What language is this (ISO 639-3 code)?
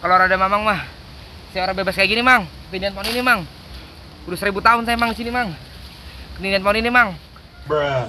bew